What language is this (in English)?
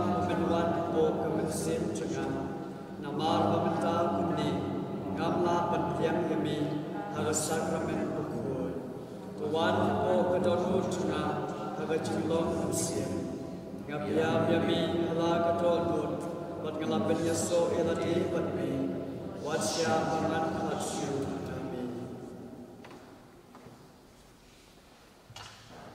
Khasi